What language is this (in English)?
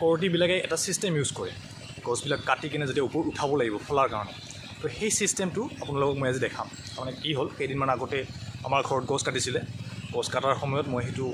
Assamese